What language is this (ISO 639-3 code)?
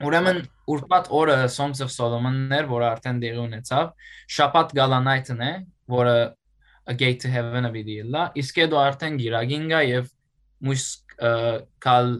hyw